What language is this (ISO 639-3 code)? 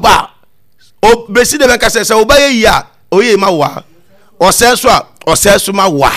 aka